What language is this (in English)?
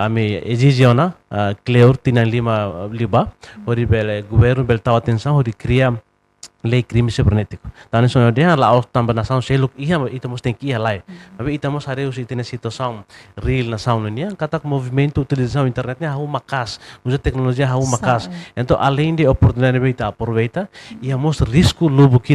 Tetum